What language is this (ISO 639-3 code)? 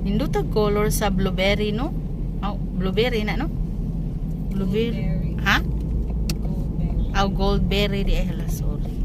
ceb